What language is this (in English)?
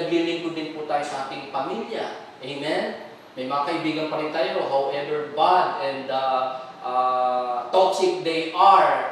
Filipino